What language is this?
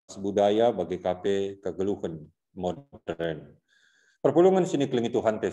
Batak Karo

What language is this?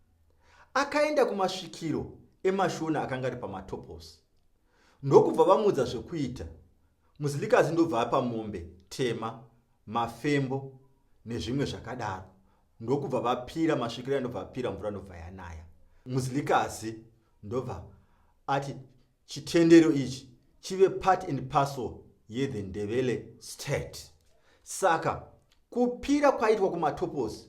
Shona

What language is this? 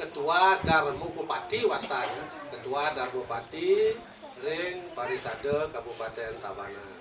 Balinese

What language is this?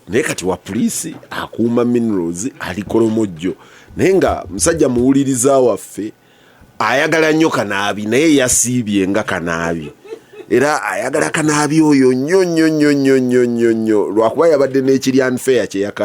Ganda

